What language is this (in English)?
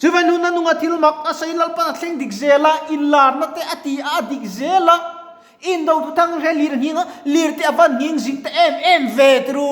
Mizo